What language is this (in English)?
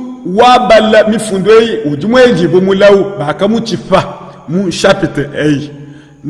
Luba-Lulua